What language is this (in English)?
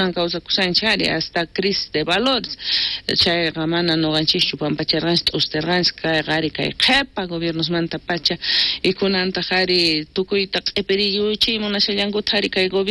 South Bolivian Quechua